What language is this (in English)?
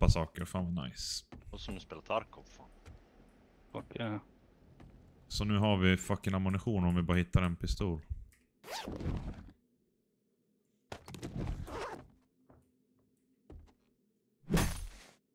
Swedish